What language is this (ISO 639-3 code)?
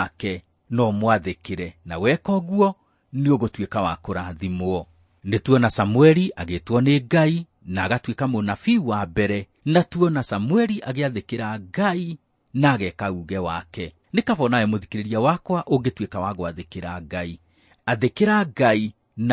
kik